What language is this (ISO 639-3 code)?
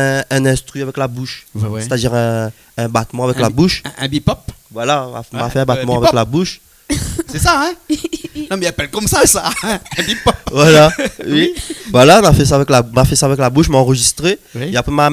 rcf